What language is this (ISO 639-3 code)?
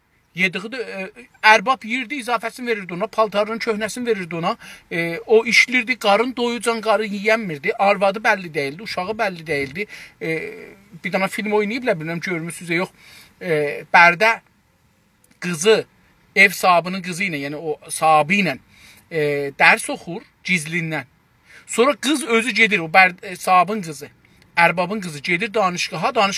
azb